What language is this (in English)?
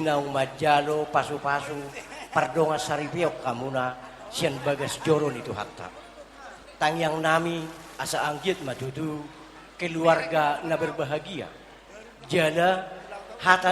Batak Toba